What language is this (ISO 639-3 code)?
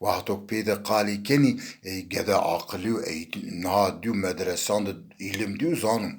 zza